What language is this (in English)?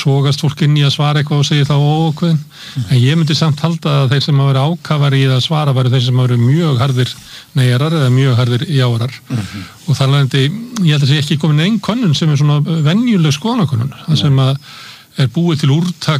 Icelandic